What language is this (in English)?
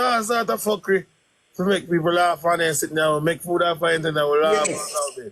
Jamaican Creole English